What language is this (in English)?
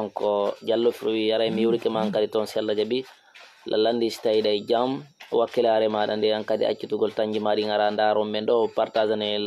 Fula